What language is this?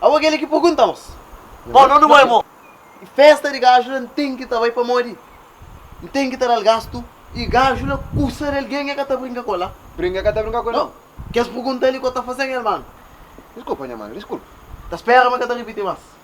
Kabuverdianu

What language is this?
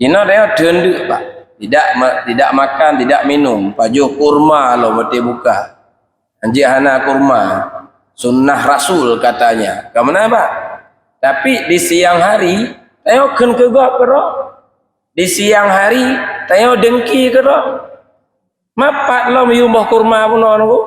Achinese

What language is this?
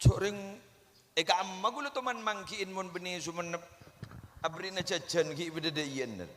Madurese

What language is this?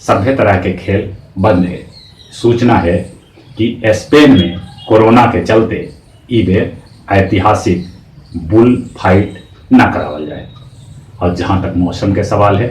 Magahi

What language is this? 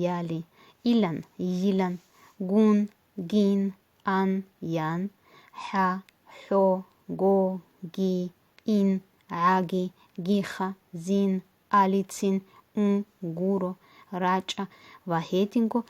Avaric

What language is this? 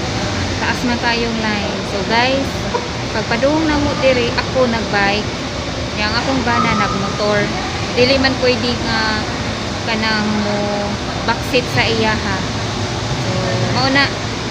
Cebuano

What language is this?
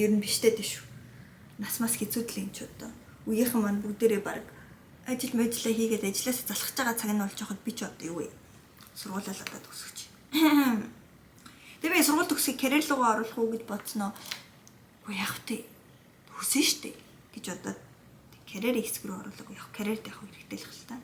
Mongolian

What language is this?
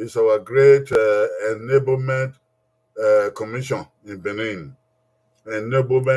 Bini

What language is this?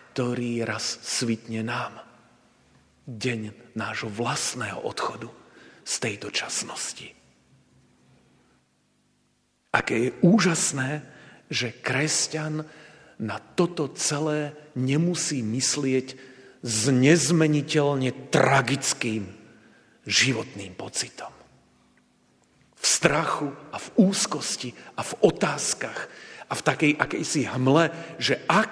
Slovak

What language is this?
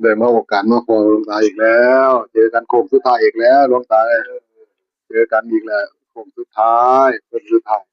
Northeastern Thai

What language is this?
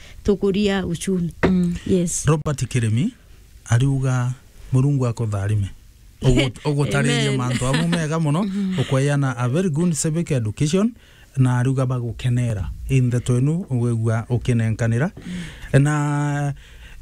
Meru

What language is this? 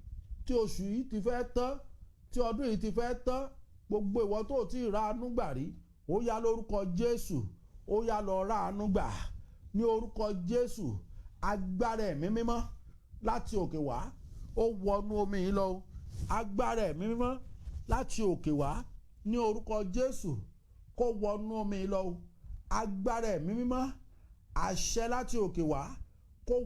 Yoruba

